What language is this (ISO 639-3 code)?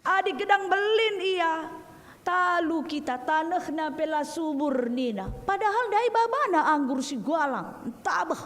btx